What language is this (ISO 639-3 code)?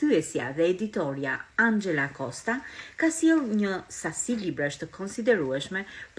sqi